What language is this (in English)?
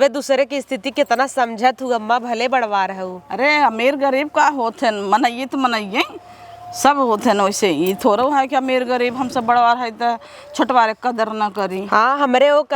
Awadhi